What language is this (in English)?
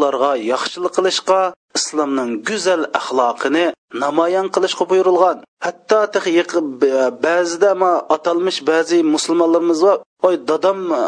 Uyghur